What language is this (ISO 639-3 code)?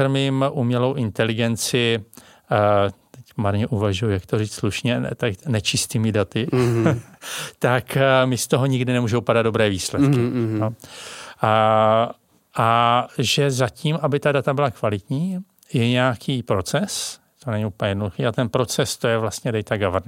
ces